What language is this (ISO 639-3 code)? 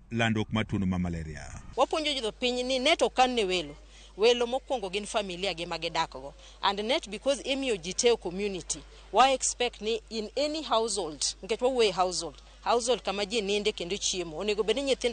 luo